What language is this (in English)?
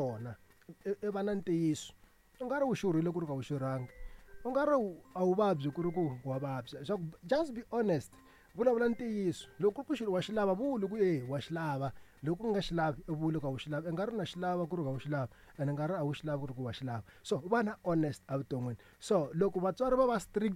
Tsonga